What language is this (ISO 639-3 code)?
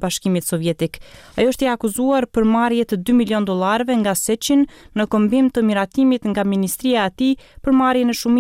sqi